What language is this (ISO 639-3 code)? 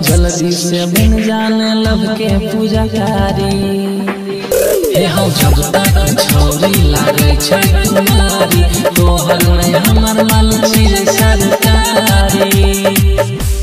bho